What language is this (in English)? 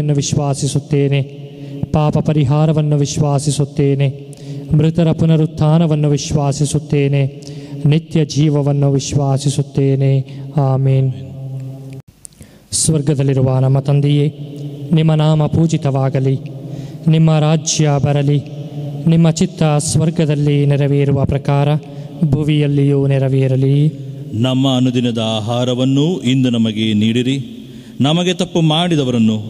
Kannada